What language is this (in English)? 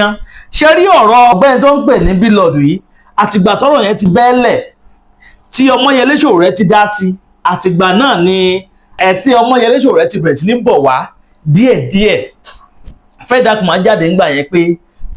Yoruba